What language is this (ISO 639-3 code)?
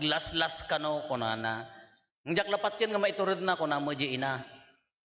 ilo